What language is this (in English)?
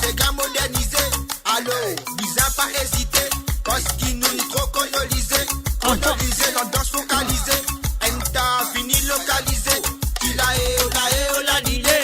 Morisyen